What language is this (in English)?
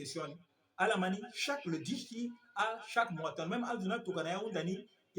Sango